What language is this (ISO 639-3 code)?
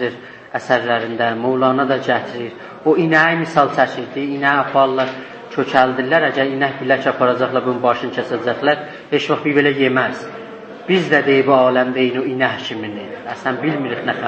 azb